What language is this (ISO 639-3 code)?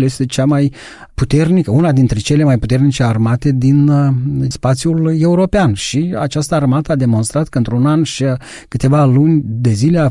ron